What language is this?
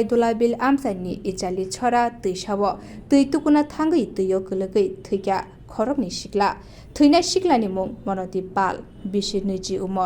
Kok Borok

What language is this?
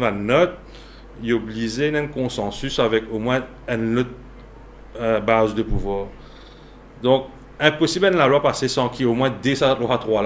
Morisyen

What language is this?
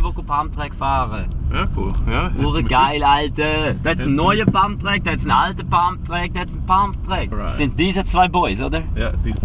Swiss German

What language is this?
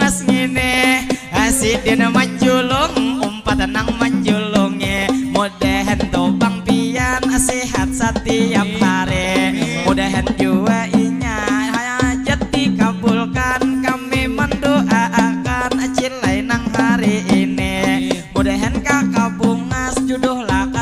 Banjar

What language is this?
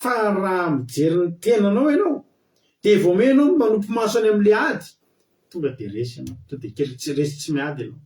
Malagasy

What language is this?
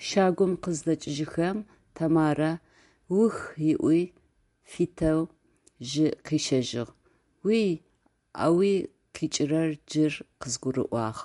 Adyghe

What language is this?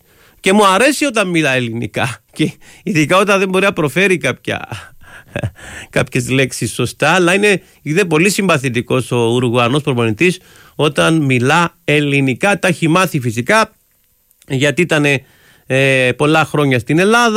Greek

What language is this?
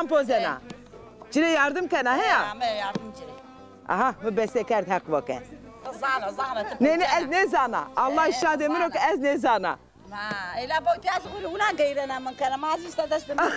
Zaza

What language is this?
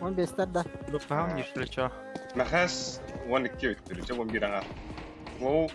Yakut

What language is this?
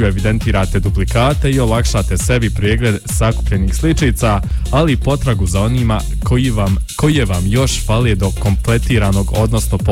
Bosnian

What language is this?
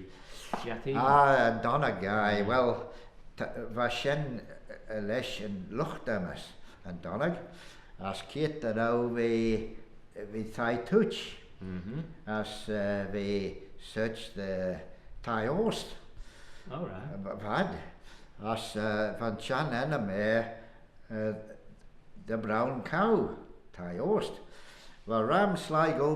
Manx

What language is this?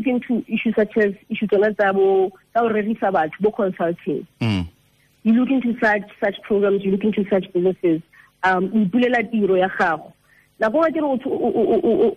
Tswana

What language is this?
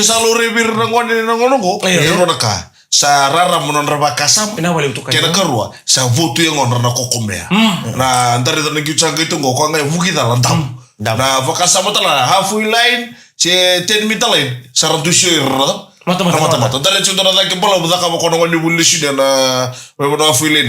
Fijian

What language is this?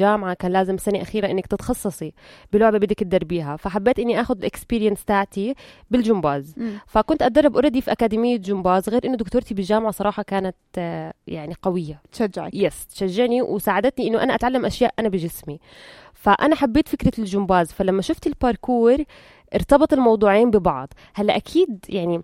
North Levantine Arabic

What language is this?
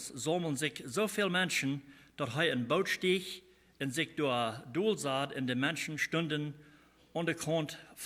Plautdietsch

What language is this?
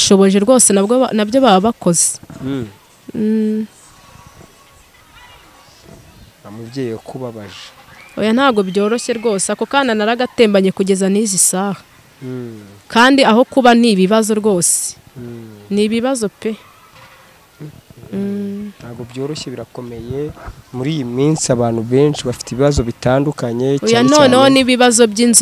Kinyarwanda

